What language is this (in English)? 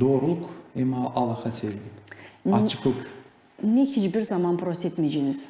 Gagauz